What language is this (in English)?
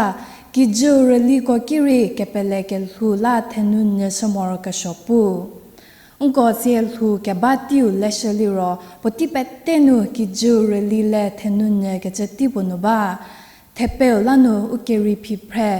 Angami Naga